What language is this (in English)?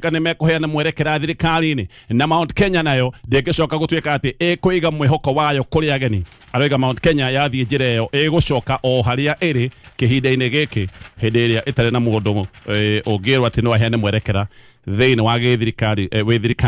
Kikuyu